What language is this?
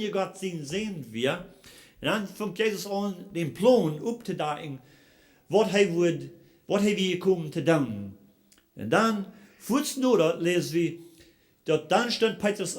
Plautdietsch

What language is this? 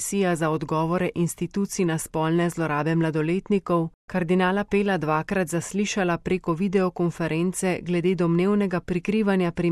Slovenian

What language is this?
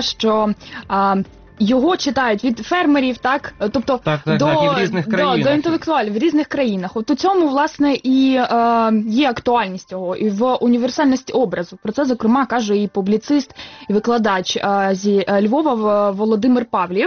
Ukrainian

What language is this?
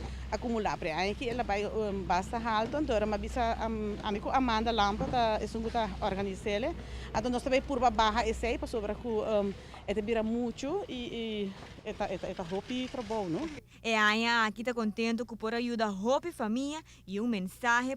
Papiamento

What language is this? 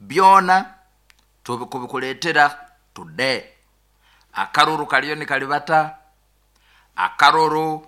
Nyoro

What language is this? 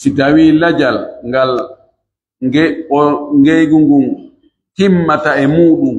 Pular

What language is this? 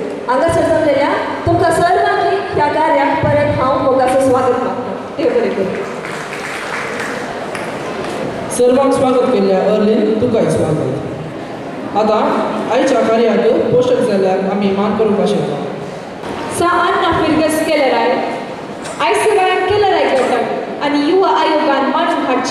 Konkani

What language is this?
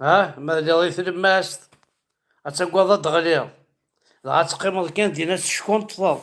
Kabyle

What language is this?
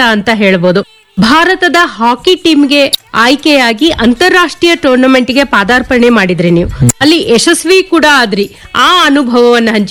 Kannada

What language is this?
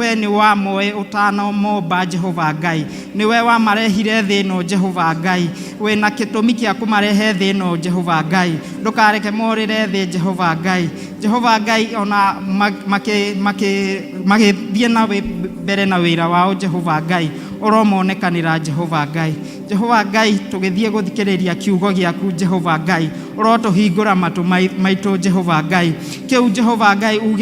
Kikuyu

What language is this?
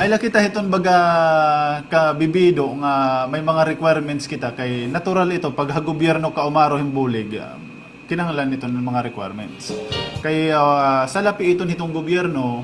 Waray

